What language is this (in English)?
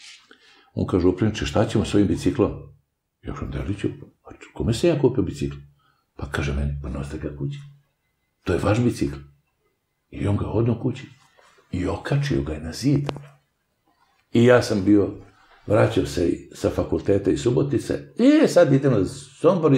Serbian